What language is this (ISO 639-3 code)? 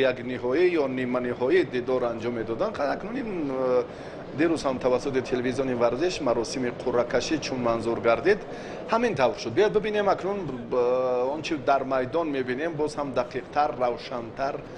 tgk